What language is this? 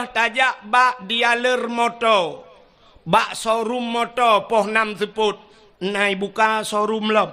Achinese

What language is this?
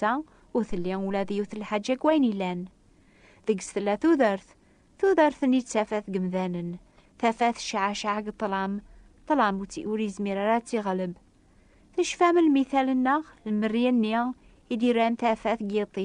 Kabyle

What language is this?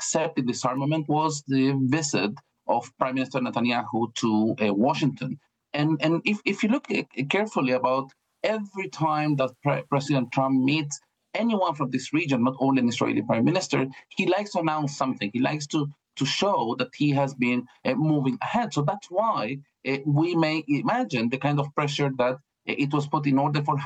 English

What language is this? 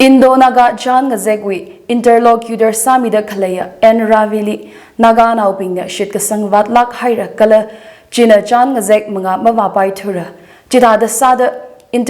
Tangkhul Naga (India)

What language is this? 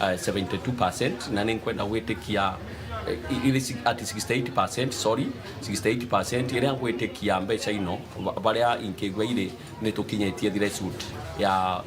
Meru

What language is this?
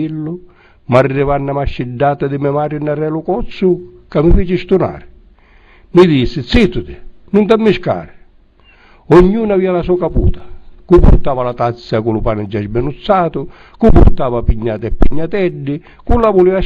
Sicilian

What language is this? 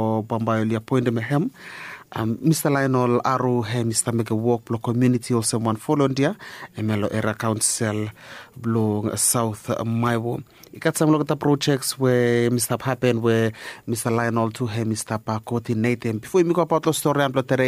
Bislama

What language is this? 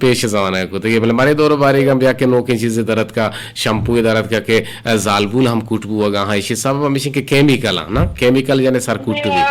Eastern Balochi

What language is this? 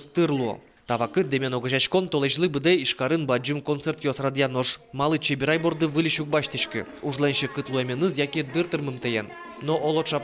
Udmurt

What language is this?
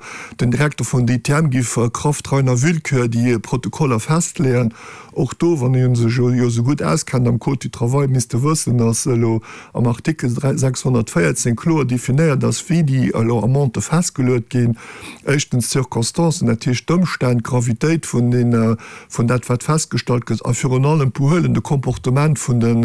Luxembourgish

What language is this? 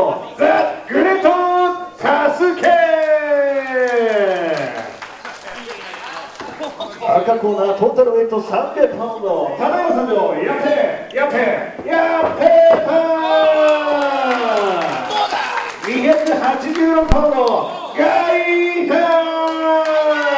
Japanese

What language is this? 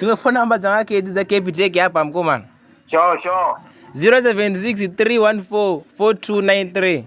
Venda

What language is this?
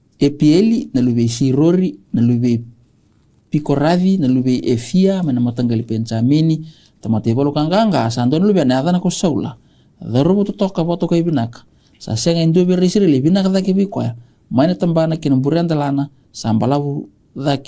Fijian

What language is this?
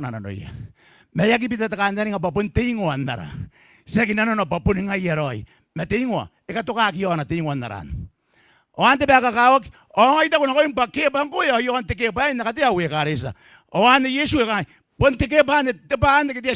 Gilbertese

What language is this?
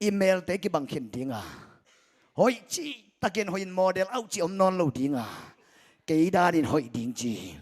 Tedim Chin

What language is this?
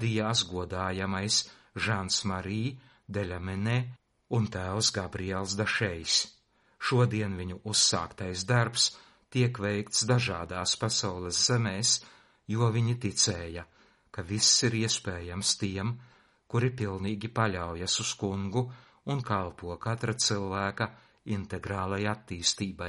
Latvian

